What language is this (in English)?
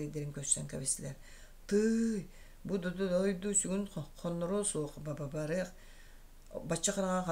Yakut